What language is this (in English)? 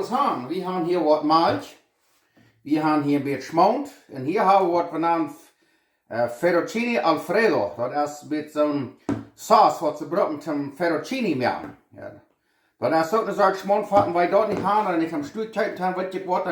Plautdietsch